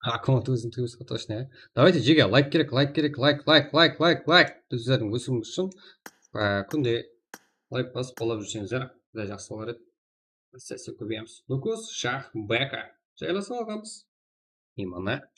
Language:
Kara-Kalpak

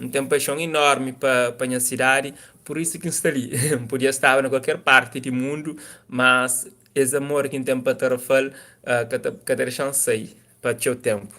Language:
Kabuverdianu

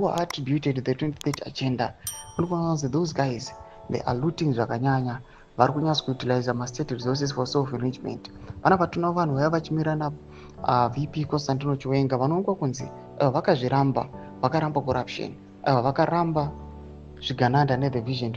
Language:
Shona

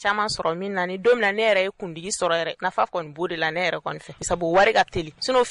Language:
Bambara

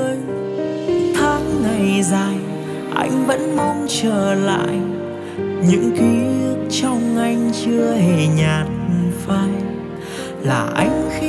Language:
Vietnamese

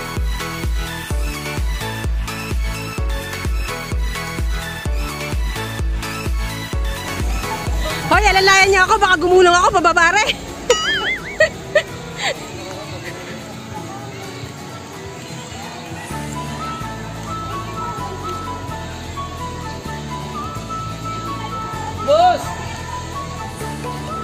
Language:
Filipino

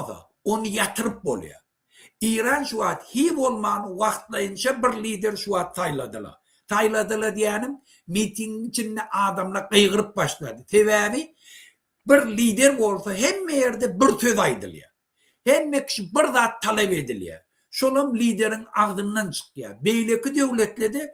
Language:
Turkmen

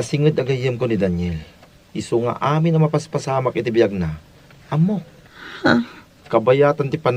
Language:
Iloko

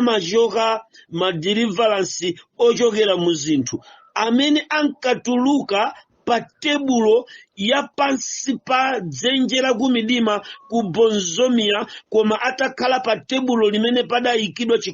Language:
Nyanja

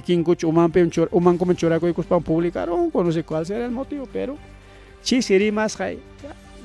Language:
Ayacucho Quechua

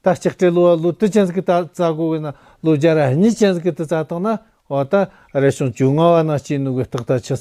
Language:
Tibetan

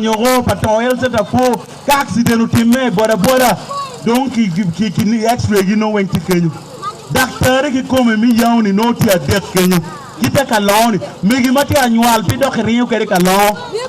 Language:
Acoli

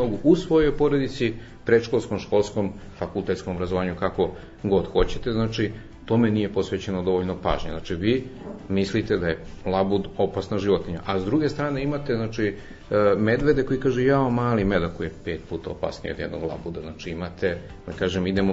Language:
Serbian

